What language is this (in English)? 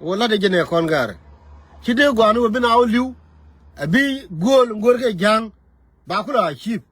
Nuer